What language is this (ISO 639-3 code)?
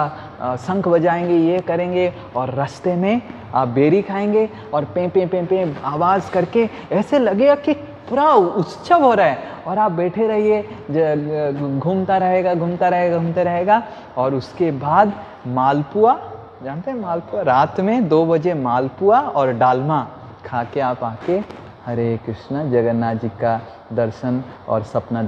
hin